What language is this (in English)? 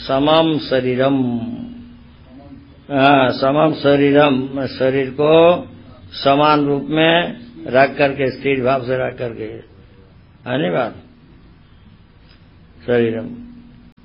Hindi